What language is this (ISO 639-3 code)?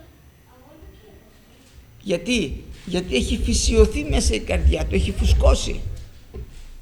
ell